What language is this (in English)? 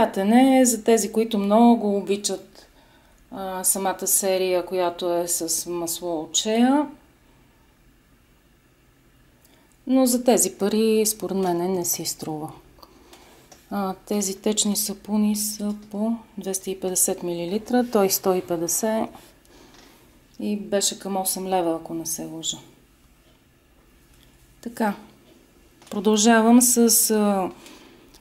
Bulgarian